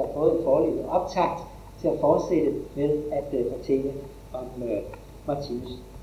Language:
Danish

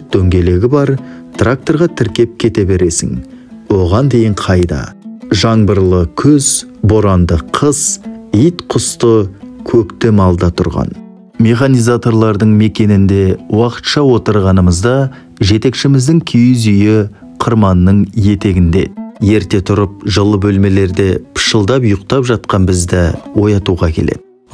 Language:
Kazakh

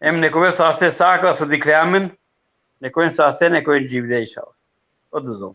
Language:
Balkan Romani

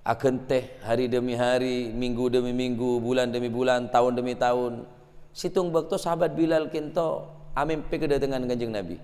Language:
Madurese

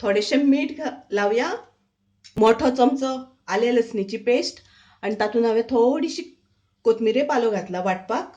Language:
Konkani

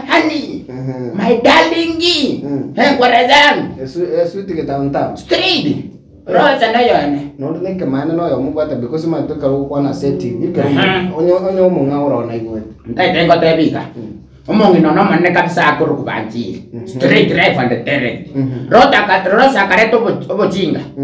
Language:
Gusii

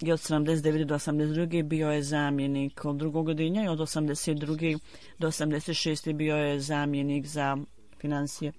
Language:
Bosnian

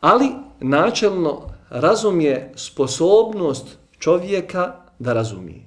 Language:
Bosnian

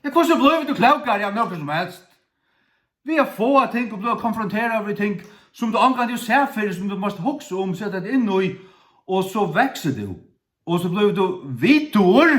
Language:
Faroese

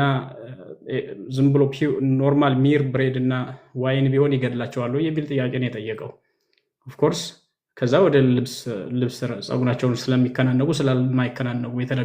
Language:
Amharic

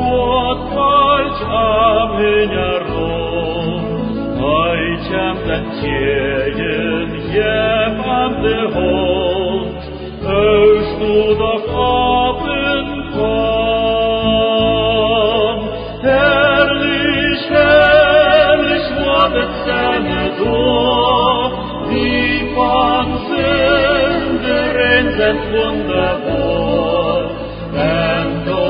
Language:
Plautdietsch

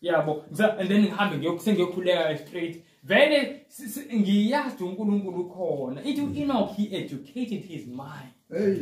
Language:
Zulu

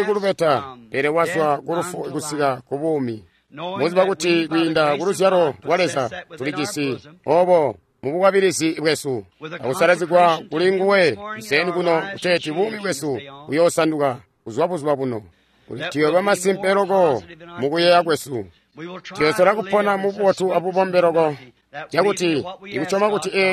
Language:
Tonga (Zambia)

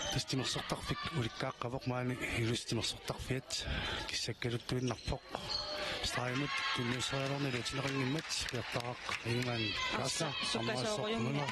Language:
Kalaallisut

